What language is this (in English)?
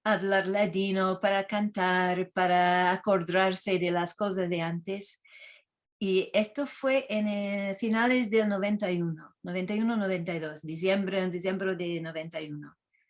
Ladino